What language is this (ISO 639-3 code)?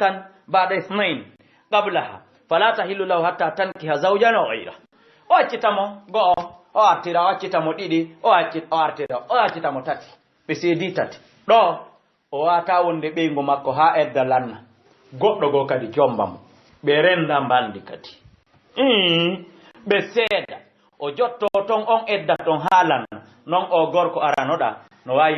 ful